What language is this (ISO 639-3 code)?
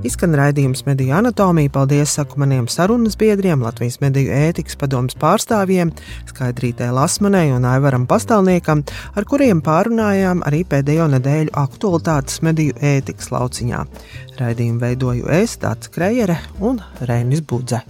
lav